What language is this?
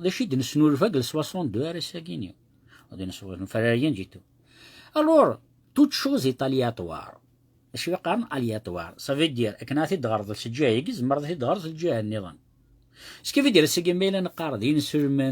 Kabyle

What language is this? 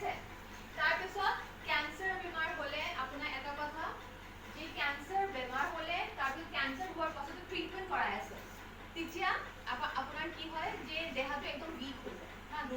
Assamese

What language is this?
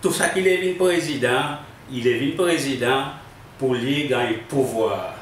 Seselwa Creole French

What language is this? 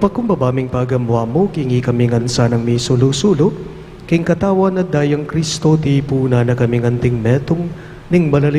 Pampanga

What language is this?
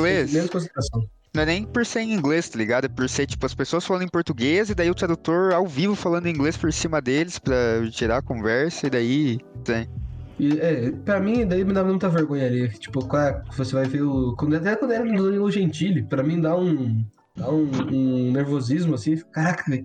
Portuguese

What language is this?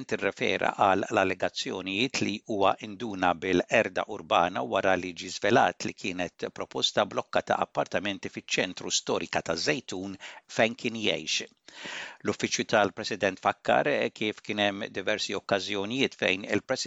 Maltese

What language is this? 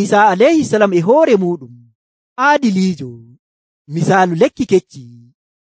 Nigerian Fulfulde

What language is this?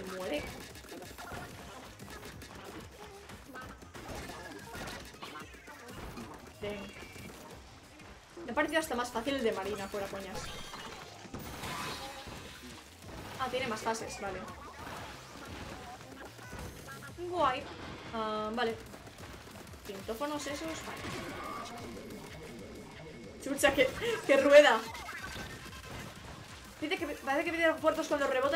Spanish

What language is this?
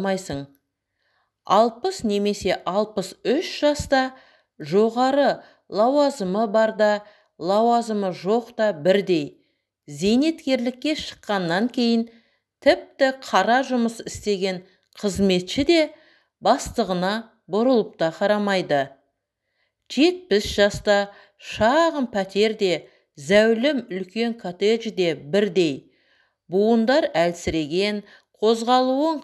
Kazakh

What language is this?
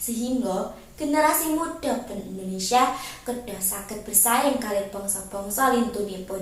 Javanese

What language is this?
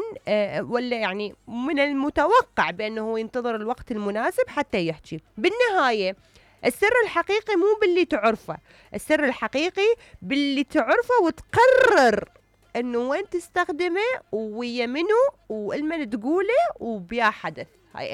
Mesopotamian Arabic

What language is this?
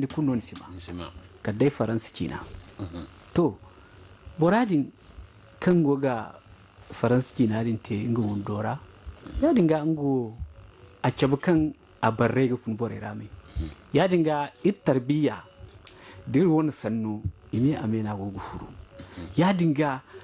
Zarma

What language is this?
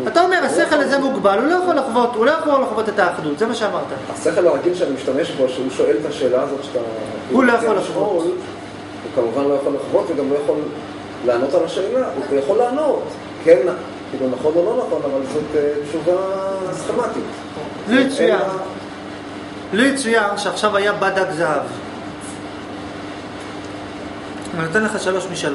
Hebrew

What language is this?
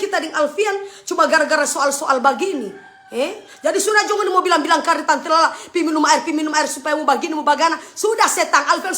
Manado Malay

